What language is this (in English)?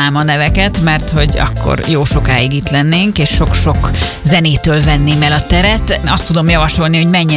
Hungarian